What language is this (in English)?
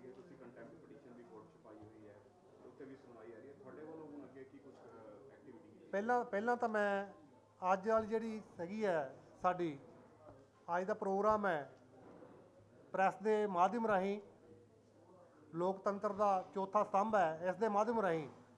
Punjabi